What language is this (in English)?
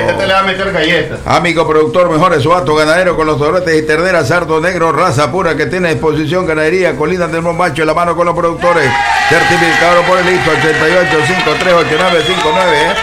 Spanish